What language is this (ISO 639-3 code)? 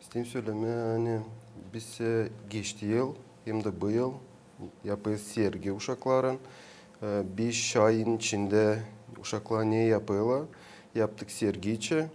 gag